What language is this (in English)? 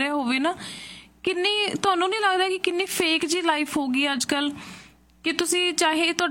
Punjabi